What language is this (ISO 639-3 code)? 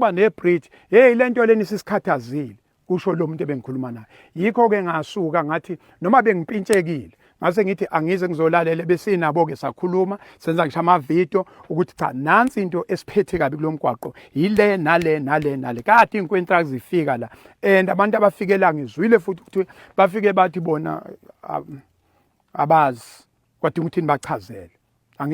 zul